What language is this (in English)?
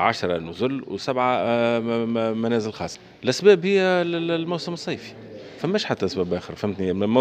Tunisian Arabic